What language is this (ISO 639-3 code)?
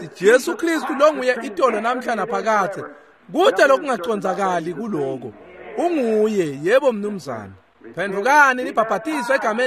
ssw